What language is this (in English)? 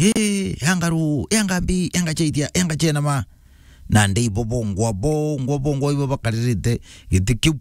Meru